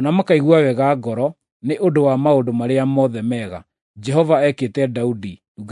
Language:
Kikuyu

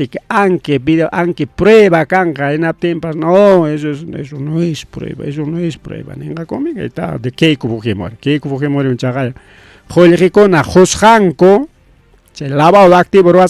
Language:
Ayacucho Quechua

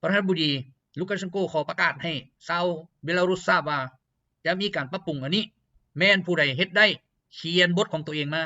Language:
Lao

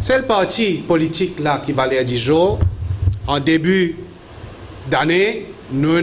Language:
Morisyen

